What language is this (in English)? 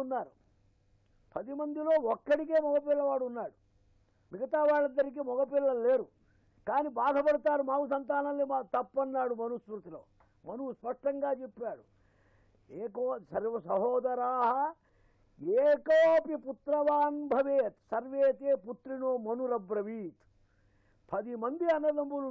Telugu